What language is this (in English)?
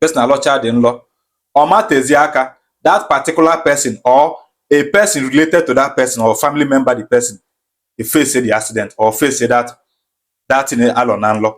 Igbo